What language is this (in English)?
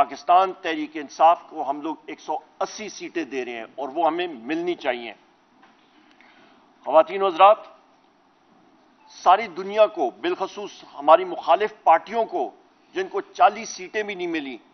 Urdu